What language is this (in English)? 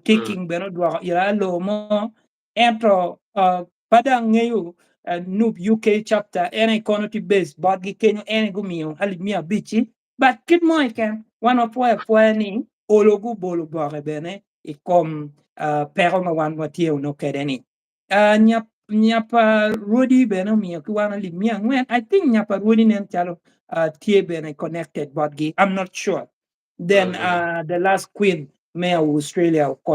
Acoli